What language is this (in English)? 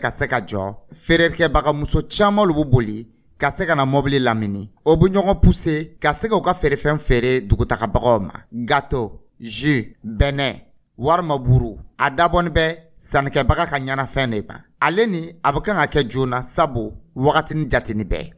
Dyula